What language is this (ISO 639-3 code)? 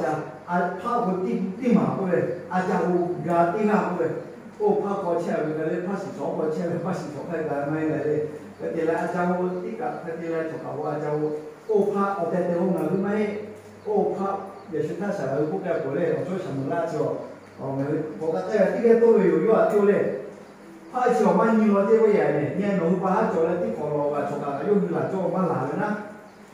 lhu